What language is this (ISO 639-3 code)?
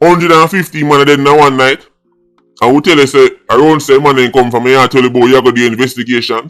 jam